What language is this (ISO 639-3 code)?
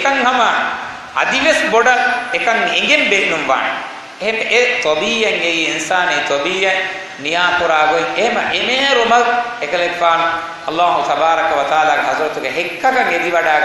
div